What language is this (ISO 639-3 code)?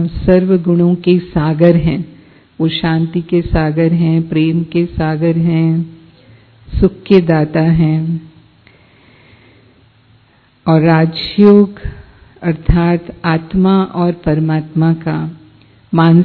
hin